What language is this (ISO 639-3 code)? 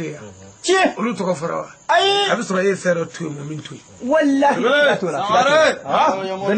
bam